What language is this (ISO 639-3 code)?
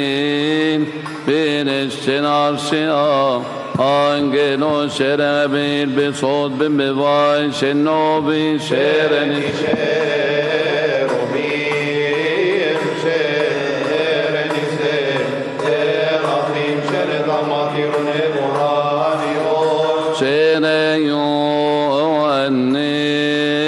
ara